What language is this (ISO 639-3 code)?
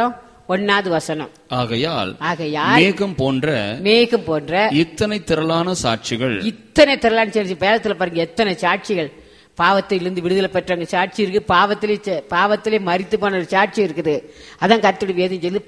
tam